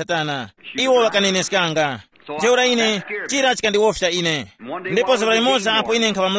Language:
Tumbuka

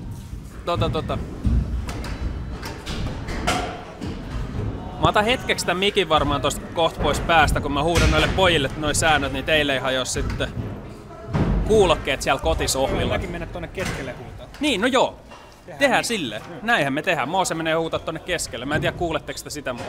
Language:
Finnish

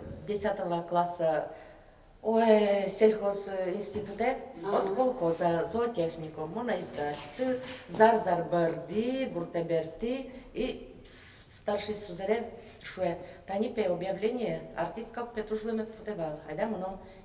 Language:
Udmurt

